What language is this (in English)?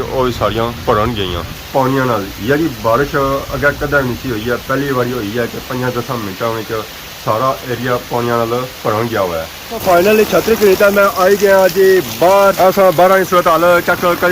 Pahari-Potwari